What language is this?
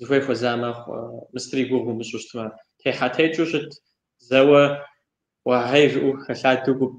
Kabardian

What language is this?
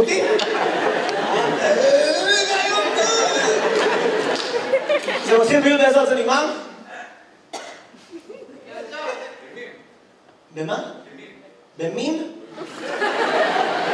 Hebrew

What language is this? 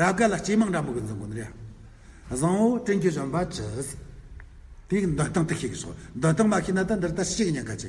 Amdo Tibetan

